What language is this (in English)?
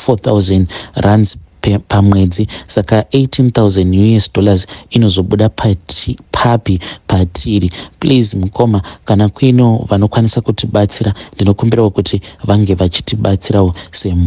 Shona